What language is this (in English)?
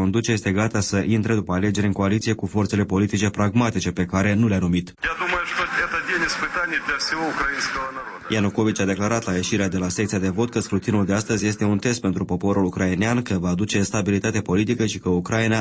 Romanian